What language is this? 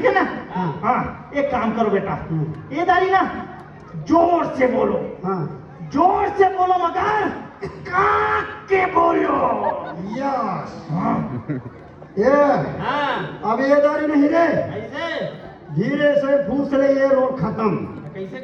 Chhattisgarhi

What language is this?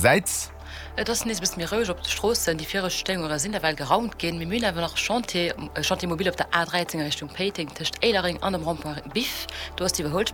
Luxembourgish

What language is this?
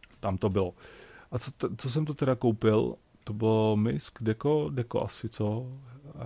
Czech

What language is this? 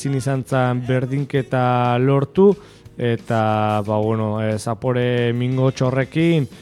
Basque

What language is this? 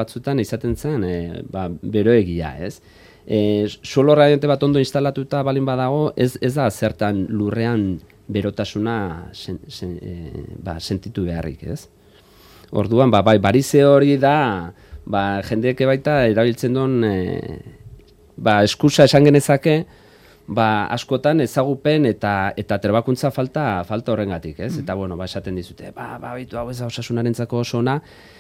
Basque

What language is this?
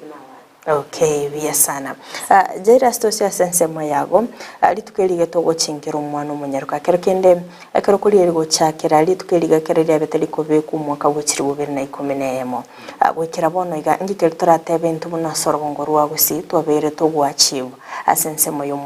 Gusii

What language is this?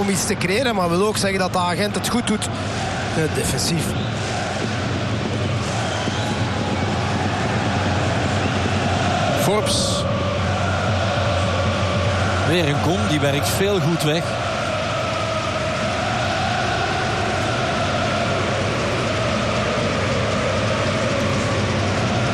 Dutch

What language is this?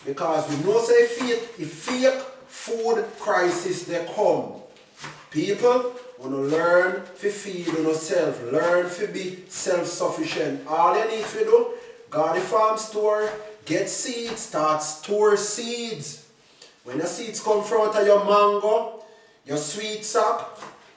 Jamaican Creole English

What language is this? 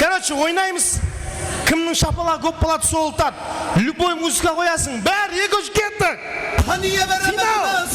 Kara-Kalpak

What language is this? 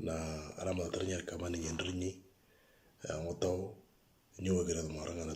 Moro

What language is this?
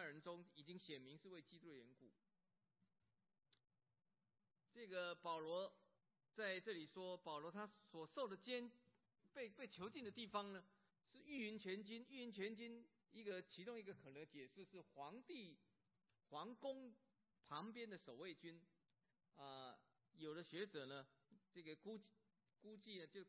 Chinese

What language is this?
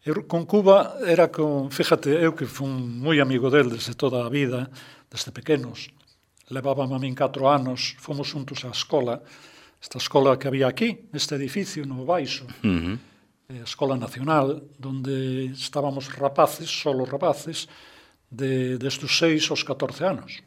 Galician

